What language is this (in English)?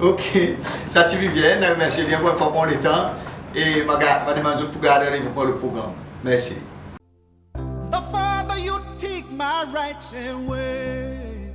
Seselwa Creole French